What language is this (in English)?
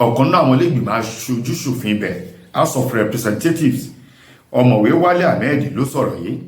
Yoruba